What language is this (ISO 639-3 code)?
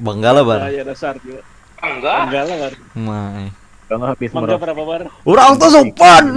bjn